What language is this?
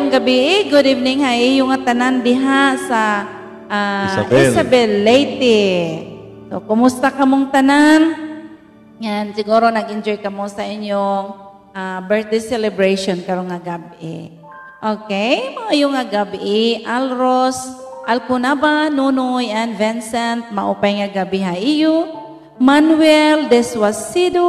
Waray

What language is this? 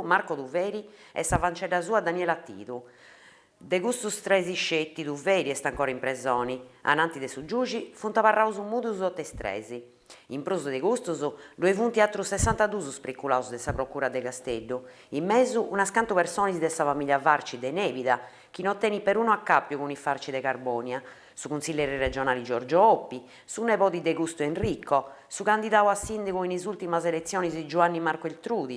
Sardinian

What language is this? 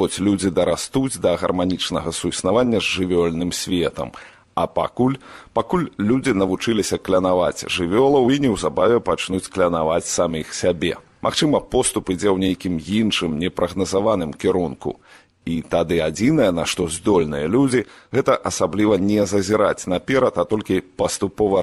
Belarusian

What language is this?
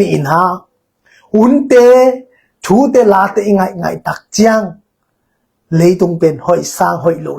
Tedim Chin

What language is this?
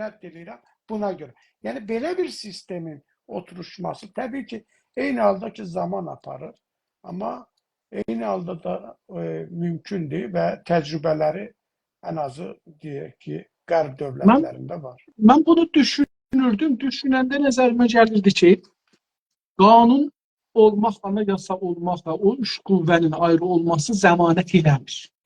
South Azerbaijani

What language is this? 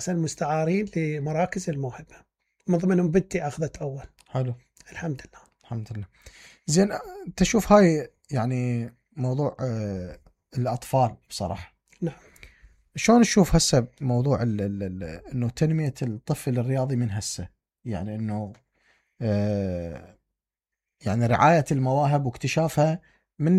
Mesopotamian Arabic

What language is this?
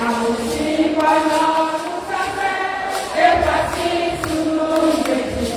Ewe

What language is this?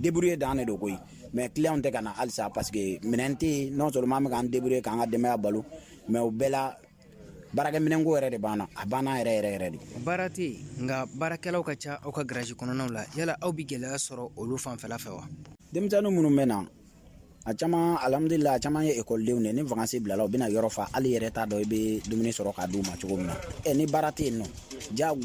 Bambara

